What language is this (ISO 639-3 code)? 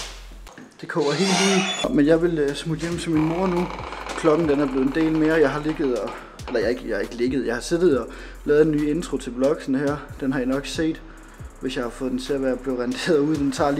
dan